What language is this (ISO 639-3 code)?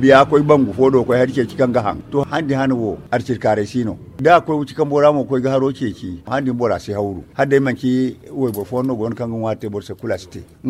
dje